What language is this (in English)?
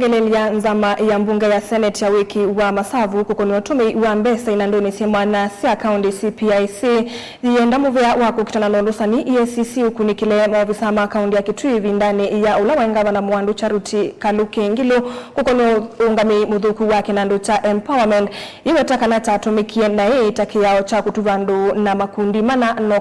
Kamba